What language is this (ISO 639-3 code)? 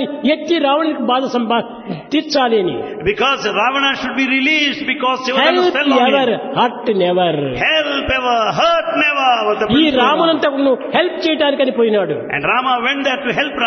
tel